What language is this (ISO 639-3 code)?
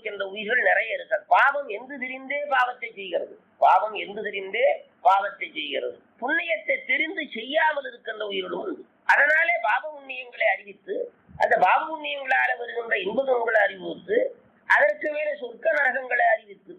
tam